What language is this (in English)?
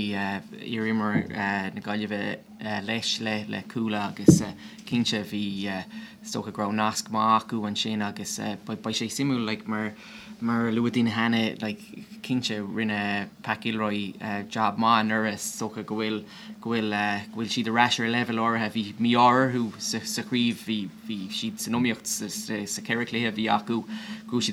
Irish